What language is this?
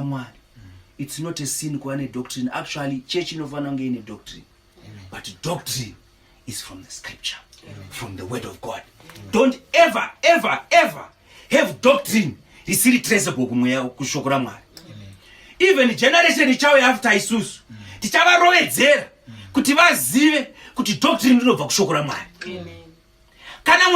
Shona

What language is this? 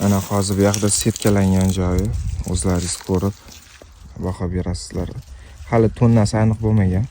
Uzbek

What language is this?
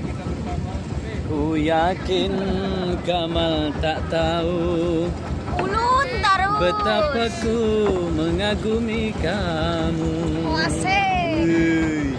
Banjar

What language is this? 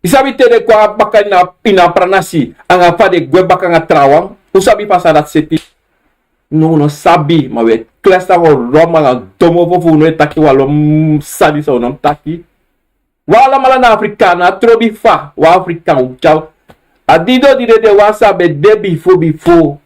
Sranan Tongo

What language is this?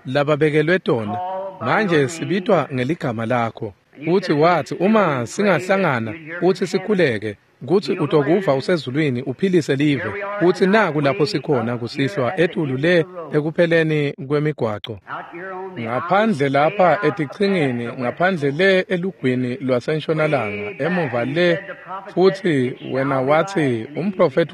Swati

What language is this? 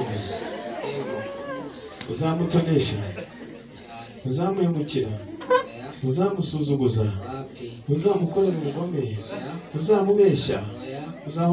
Kinyarwanda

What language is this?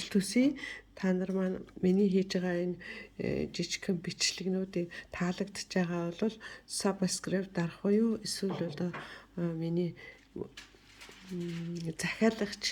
Mongolian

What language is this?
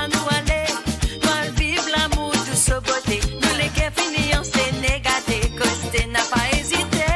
Morisyen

